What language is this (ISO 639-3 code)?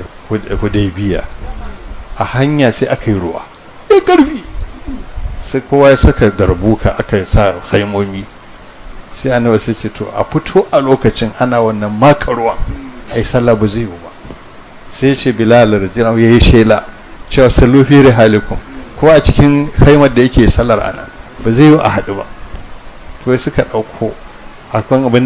hau